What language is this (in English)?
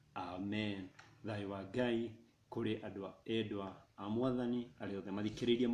Kikuyu